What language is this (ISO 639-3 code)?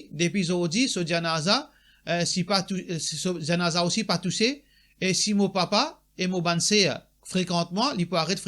mfe